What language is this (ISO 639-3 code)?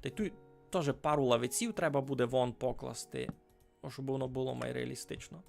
rue